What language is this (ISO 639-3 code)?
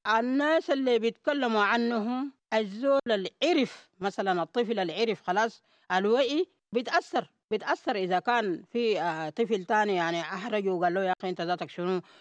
apd